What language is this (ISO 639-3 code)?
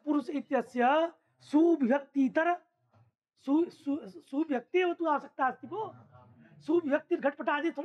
san